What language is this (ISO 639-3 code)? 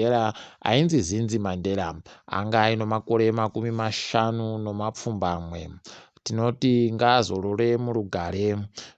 ndc